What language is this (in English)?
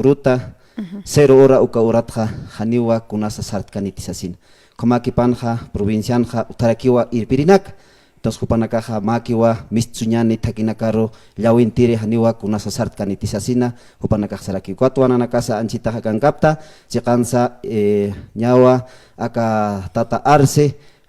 Aymara